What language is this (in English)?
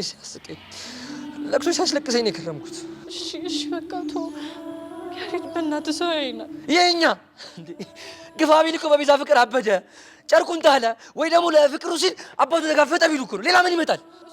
Amharic